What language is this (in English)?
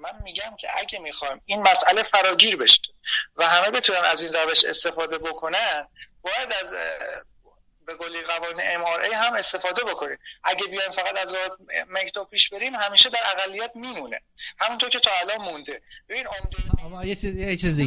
Persian